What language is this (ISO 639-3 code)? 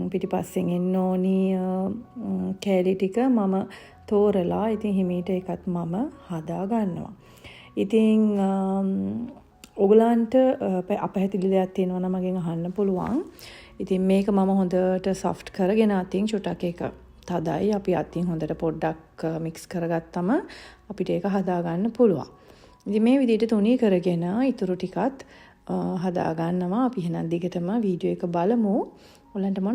sin